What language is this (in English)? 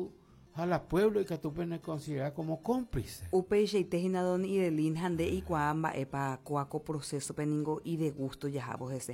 Guarani